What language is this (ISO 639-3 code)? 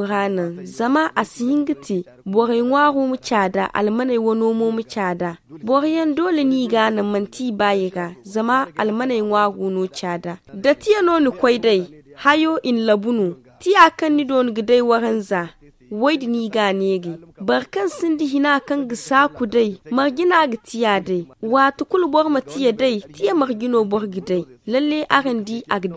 dje